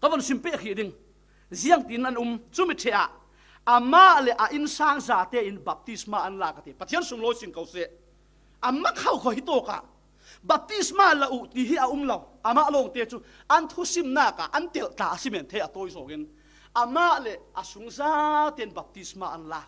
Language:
Falam Chin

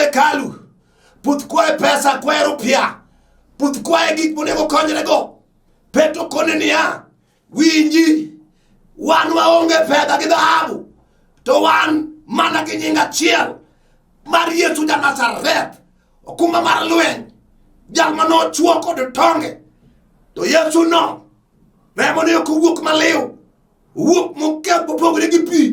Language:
Luo (Kenya and Tanzania)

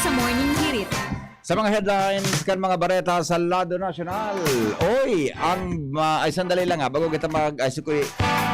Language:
Bikol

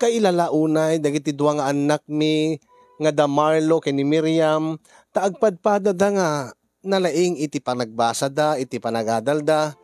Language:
Iloko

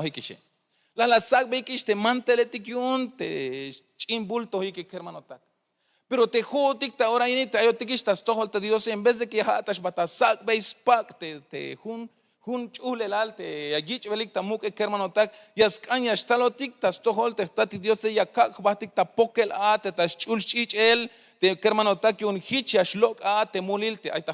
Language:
Tzeltal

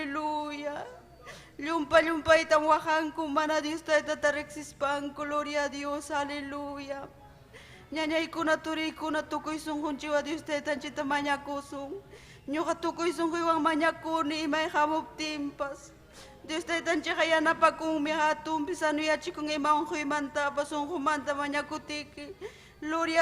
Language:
Ayacucho Quechua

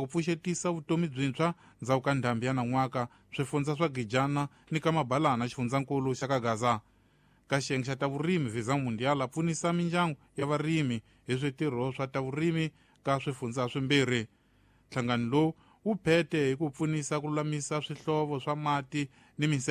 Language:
Tsonga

